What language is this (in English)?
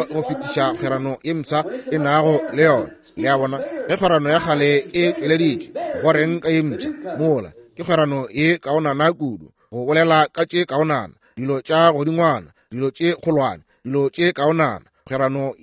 Northern Sotho